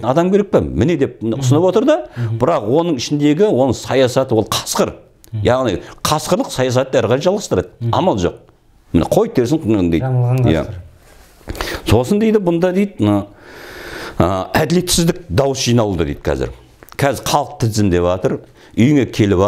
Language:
Kazakh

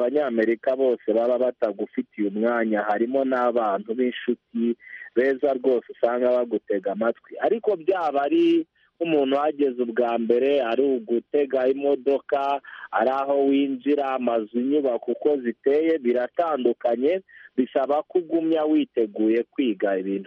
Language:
Kinyarwanda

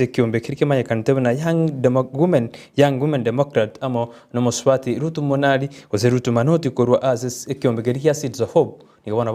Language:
Gusii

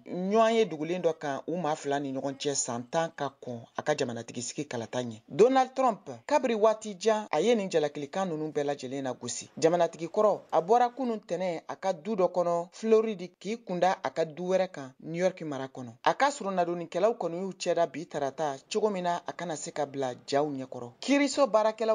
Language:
Bambara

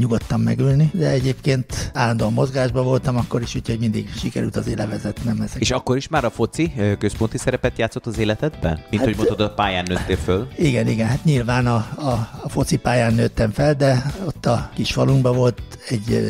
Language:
Hungarian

